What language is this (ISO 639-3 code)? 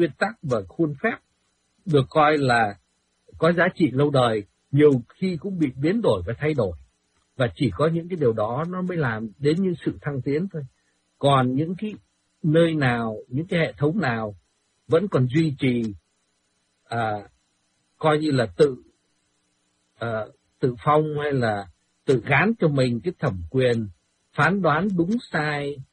vie